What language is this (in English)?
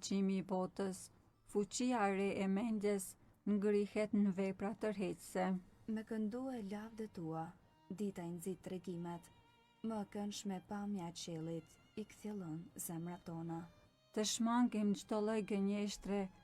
Albanian